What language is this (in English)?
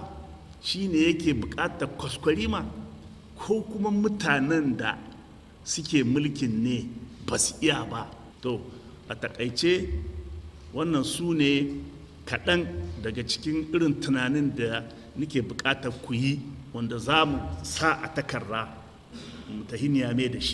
Hausa